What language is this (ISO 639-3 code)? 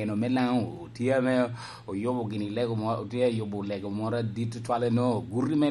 laj